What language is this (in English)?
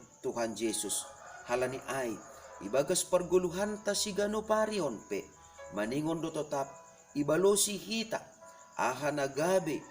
Batak Simalungun